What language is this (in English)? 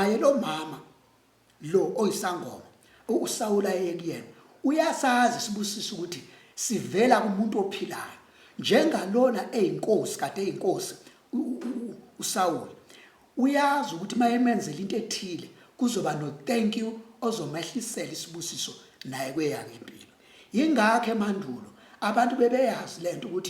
Zulu